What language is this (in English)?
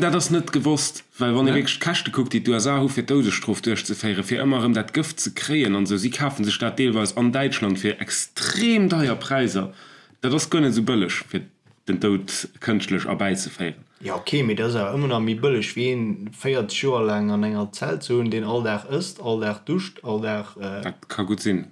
Luxembourgish